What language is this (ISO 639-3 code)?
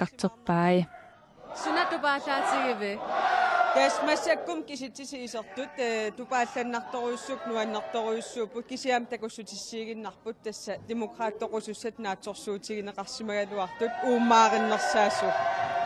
kal